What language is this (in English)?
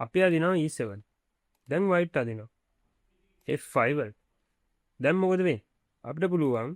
Sinhala